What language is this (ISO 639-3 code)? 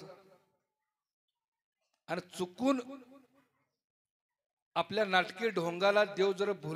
mar